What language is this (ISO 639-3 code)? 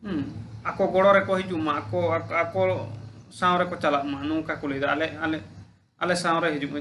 sat